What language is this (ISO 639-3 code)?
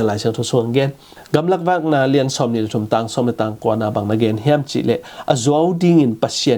ctd